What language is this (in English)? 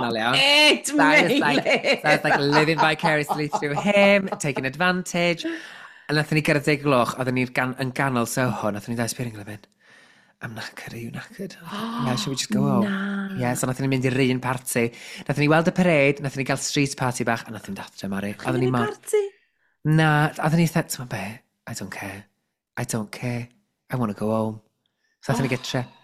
Welsh